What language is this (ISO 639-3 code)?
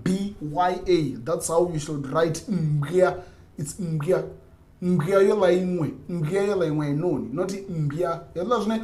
ven